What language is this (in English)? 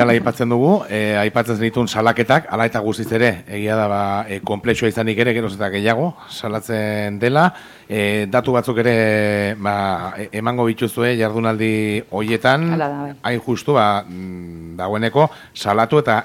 Basque